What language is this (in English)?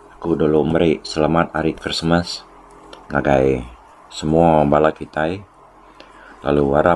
Iban